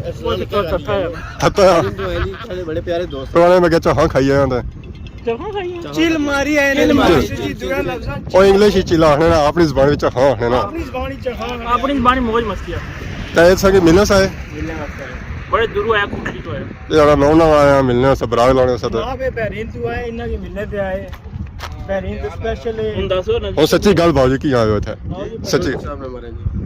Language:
Pahari-Potwari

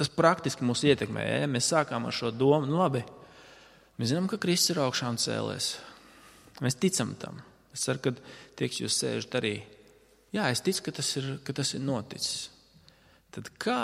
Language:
Latvian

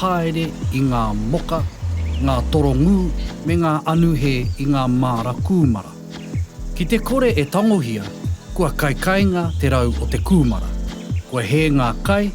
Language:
Māori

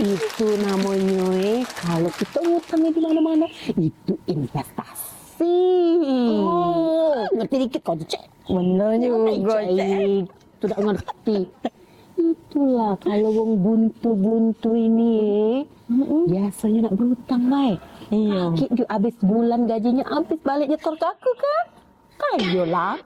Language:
Musi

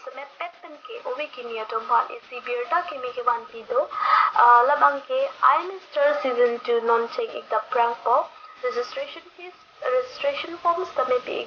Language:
Karbi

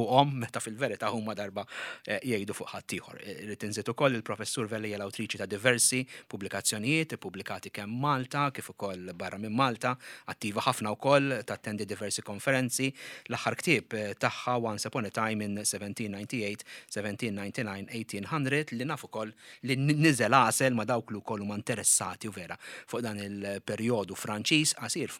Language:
Maltese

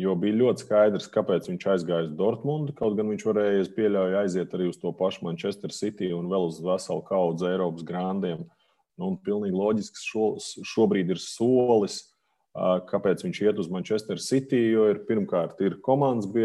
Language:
Latvian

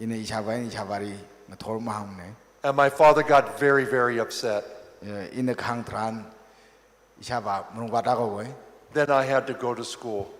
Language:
Tangkhul Naga (India)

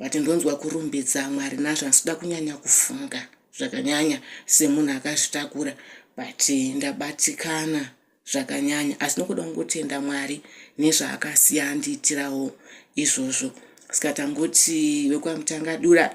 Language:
Shona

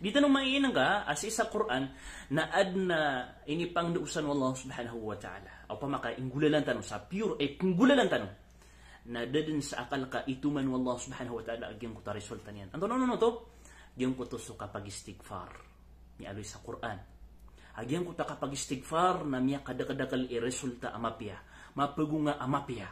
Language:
Maranao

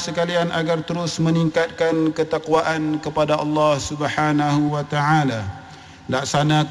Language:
Malay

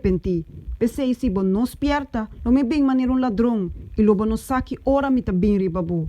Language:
Papiamento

